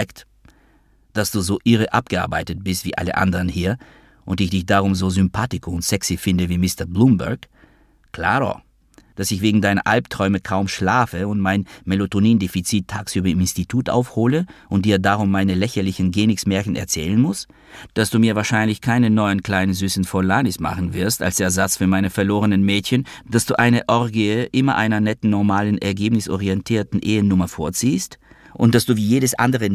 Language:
German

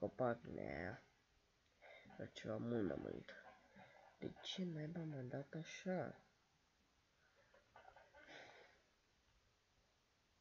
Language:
Romanian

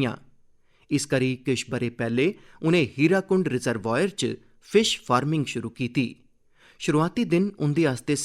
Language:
Dogri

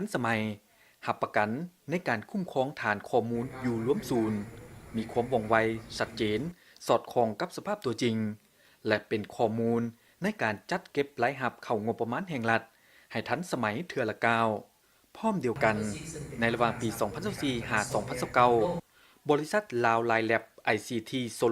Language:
Lao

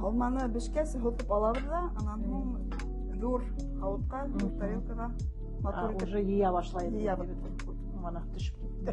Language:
Bashkir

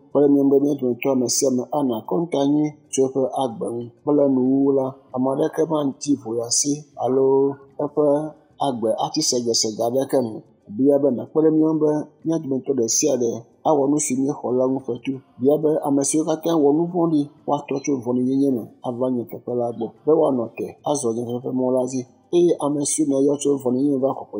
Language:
Ewe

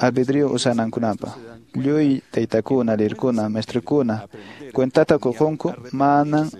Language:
Quechua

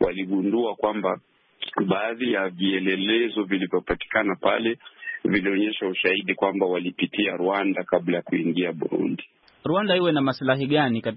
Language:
Swahili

